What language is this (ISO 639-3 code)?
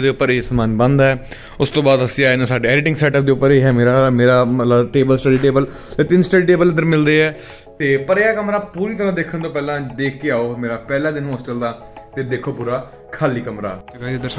pan